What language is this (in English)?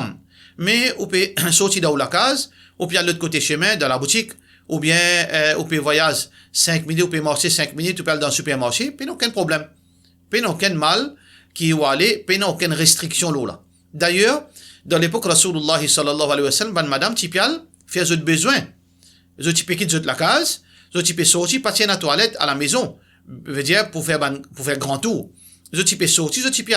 Morisyen